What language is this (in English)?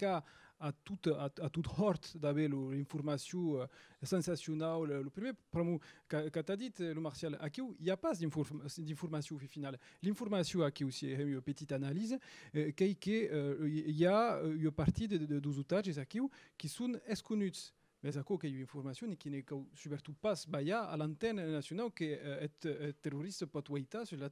Occitan